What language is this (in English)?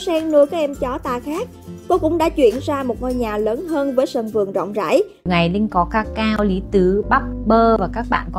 Vietnamese